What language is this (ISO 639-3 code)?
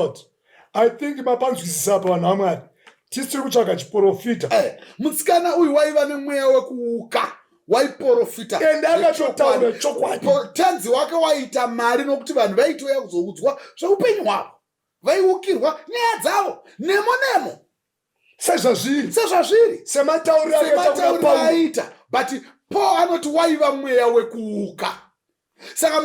sna